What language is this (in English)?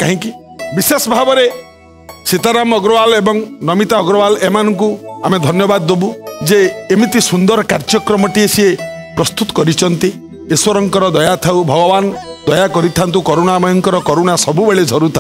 Odia